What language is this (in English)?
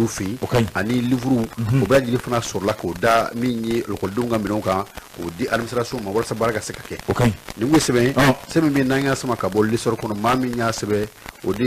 Bambara